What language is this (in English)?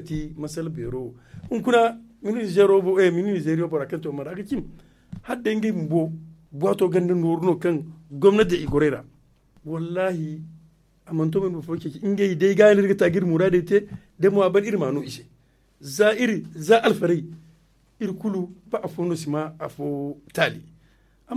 Zarma